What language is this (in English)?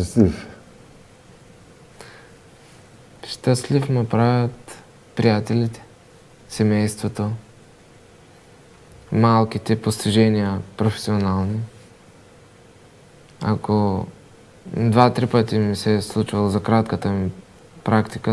Bulgarian